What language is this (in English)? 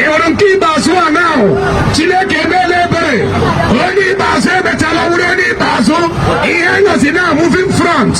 Igbo